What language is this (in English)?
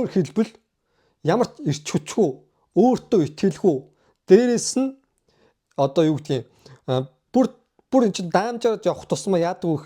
Mongolian